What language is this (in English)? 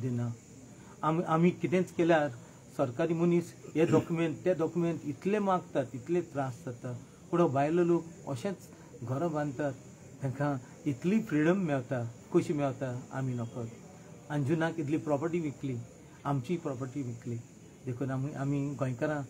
Konkani